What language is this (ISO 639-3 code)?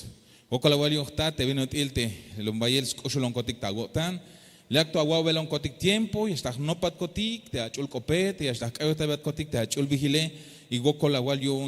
tzh